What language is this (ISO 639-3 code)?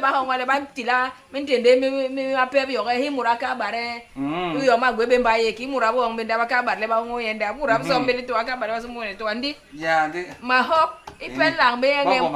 bas